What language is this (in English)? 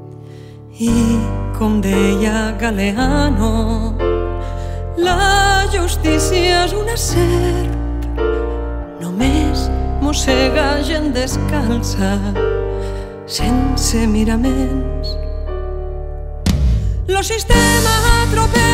Catalan